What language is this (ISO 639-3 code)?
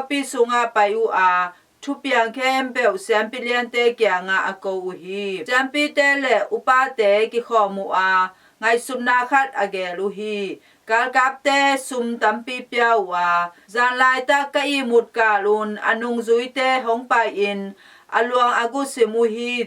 ctd